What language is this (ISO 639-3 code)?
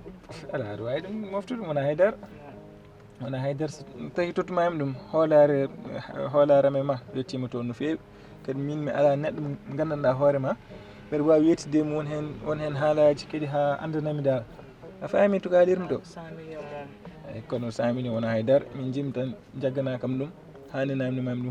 ful